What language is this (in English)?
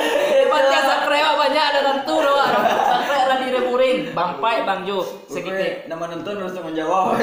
Minangkabau